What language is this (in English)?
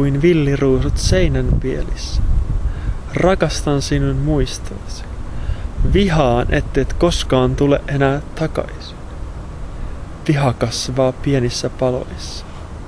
Finnish